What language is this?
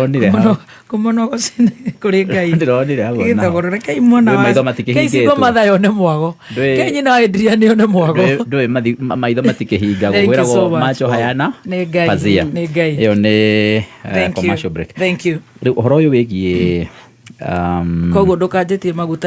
Kikuyu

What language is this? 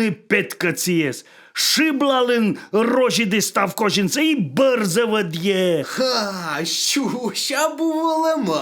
Komi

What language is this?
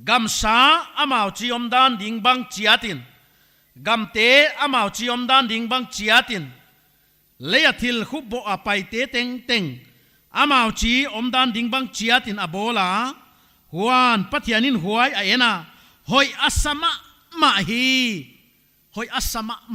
Paite Chin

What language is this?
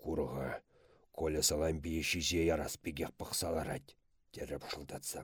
Chuvash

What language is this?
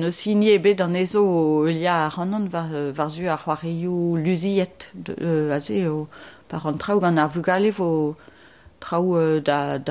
Breton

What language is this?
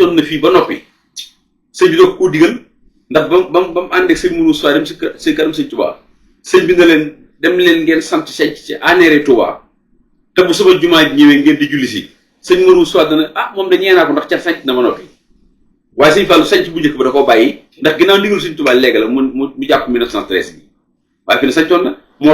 Wolof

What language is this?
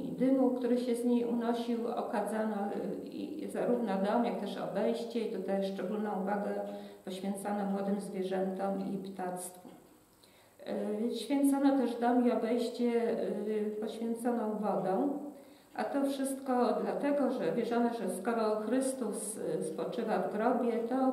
Polish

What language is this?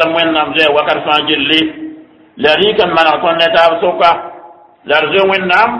Mossi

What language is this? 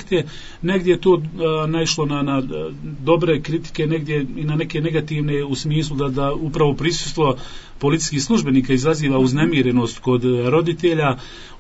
Bosnian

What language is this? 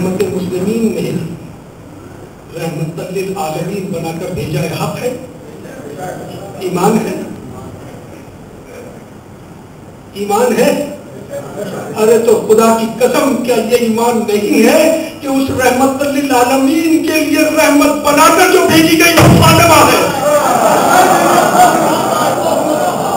Urdu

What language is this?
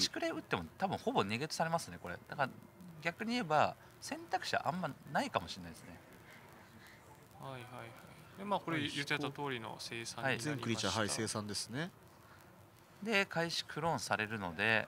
Japanese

